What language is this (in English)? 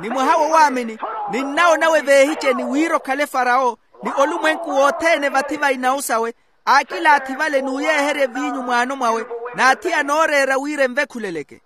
Makhuwa